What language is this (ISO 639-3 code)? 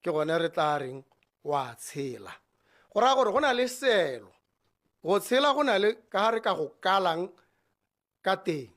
tsn